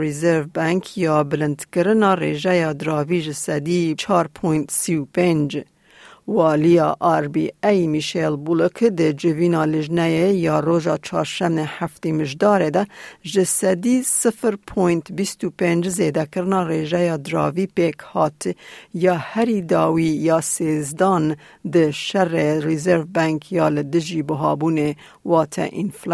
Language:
Kurdish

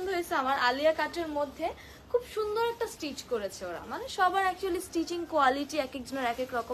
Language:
Bangla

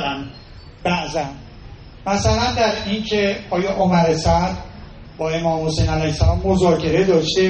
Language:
Persian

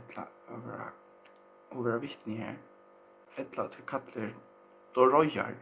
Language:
Faroese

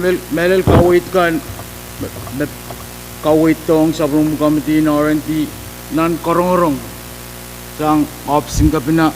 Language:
Pohnpeian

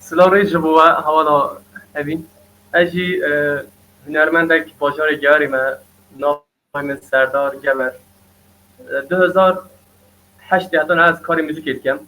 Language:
Kurdish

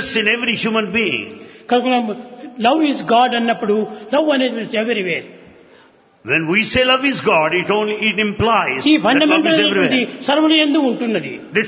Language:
Telugu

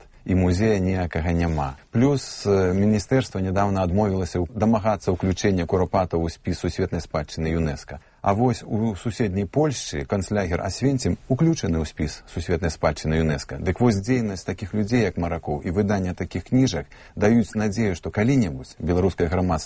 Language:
Belarusian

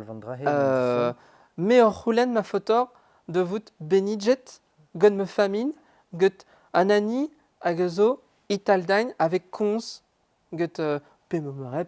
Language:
Breton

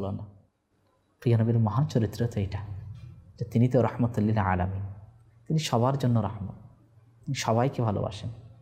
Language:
Bangla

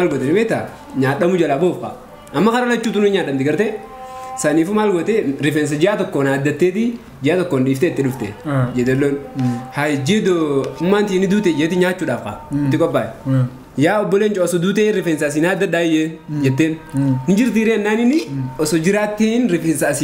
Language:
Oromo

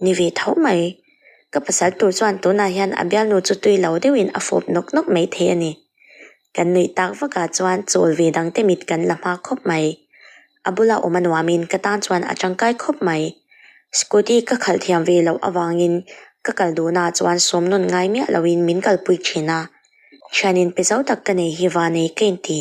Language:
Mizo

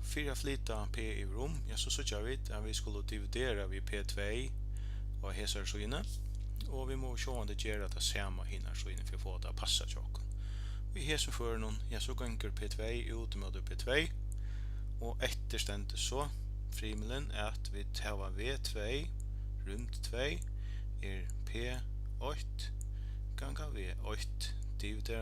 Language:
Faroese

